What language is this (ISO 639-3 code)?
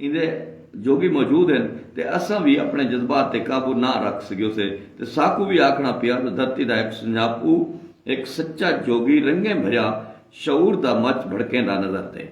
skr